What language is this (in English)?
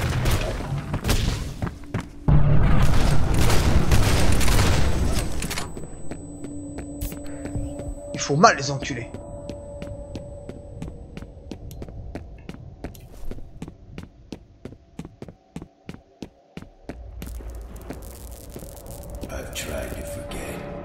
French